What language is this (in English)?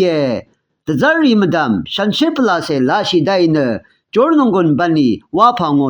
Rawang